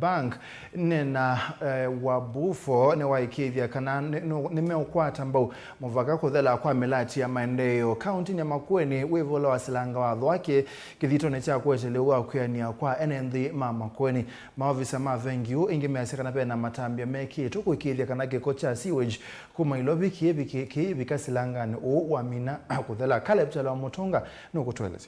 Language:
Kamba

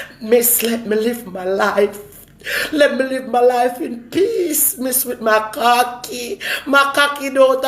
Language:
Jamaican Creole English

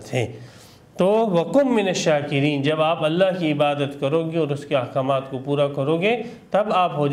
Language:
Urdu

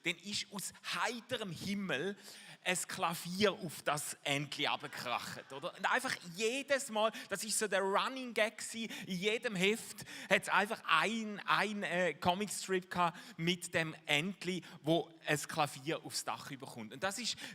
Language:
Swiss German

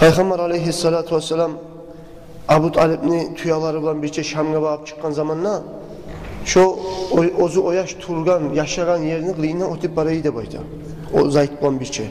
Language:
Kumyk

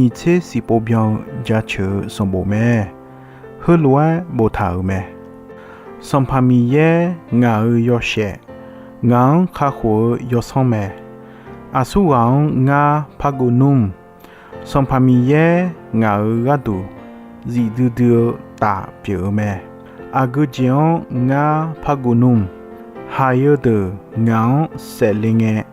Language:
Akha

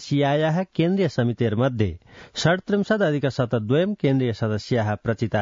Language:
Sanskrit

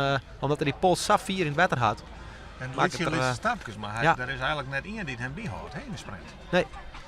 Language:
Western Frisian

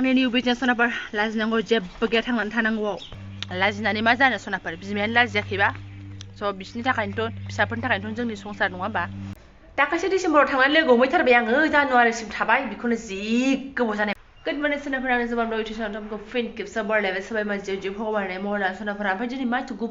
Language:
Bodo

